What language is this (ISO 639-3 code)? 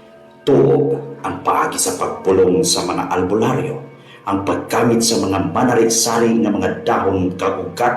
hil